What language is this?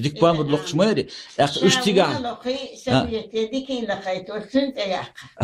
Chechen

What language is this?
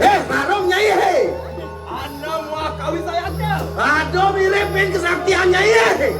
Balinese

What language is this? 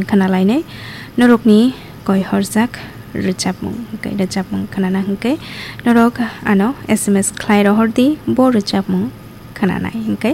Kok Borok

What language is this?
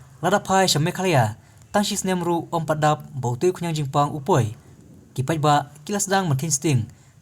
Khasi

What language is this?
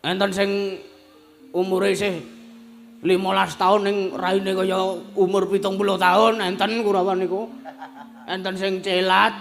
Javanese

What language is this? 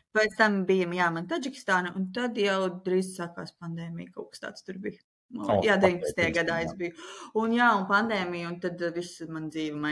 Latvian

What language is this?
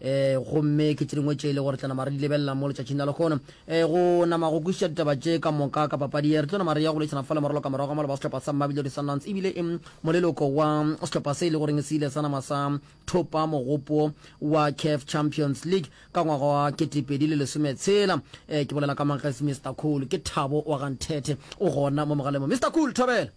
Northern Sotho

